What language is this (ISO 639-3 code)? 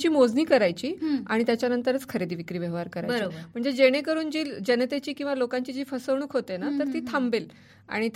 mar